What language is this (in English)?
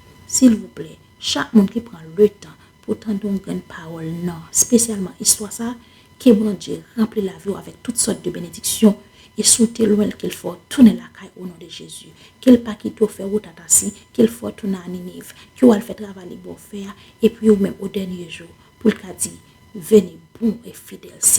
Haitian Creole